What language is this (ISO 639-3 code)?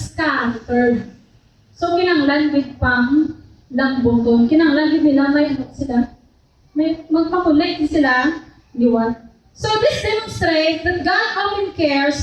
hil